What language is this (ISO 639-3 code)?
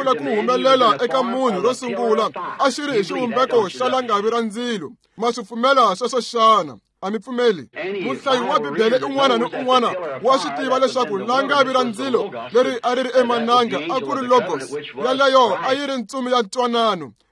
tso